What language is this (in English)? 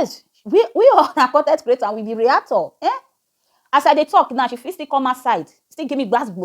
Nigerian Pidgin